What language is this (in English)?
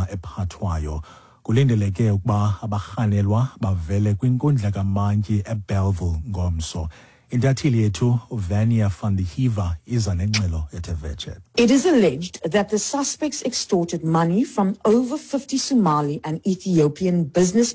Xhosa